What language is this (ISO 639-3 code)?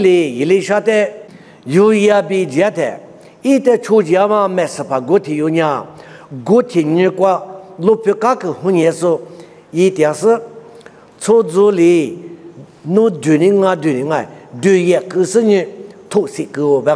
lis